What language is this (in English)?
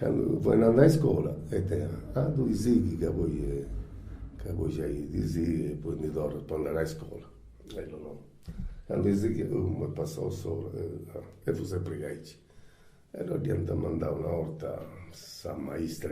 Sardinian